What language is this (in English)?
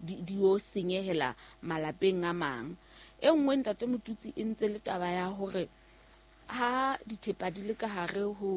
Southern Sotho